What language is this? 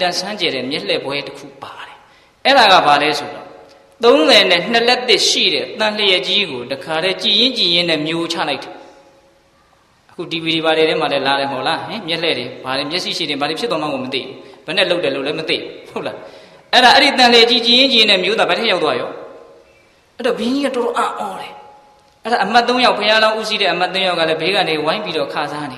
Burmese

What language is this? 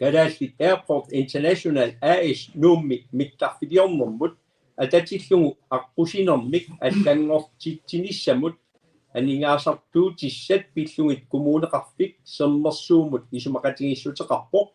Kalaallisut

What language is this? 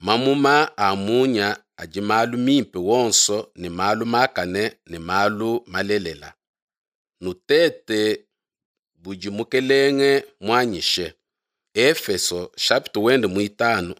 Luba-Lulua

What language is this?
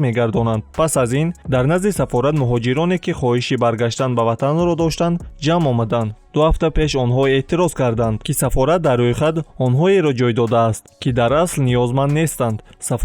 Tajik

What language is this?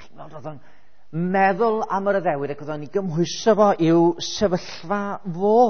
Welsh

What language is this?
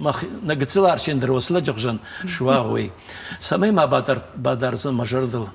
Ossetic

